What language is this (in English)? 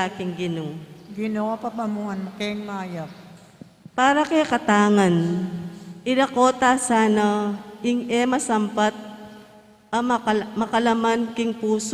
Pampanga